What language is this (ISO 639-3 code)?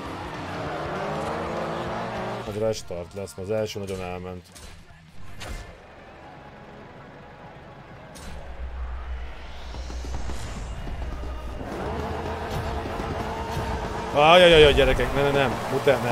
hun